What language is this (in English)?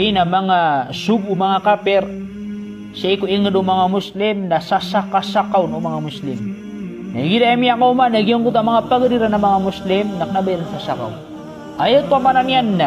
Maranao